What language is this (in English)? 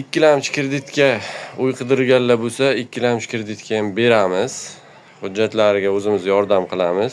Uzbek